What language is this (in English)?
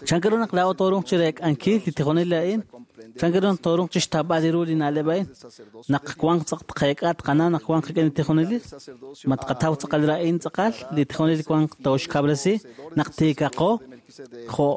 Kekchí